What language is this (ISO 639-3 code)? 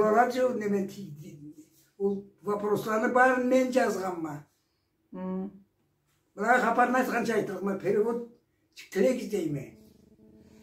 krc